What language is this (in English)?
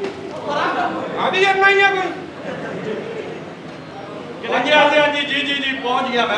Punjabi